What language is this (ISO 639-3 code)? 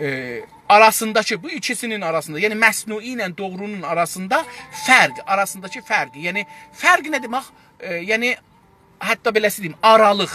azb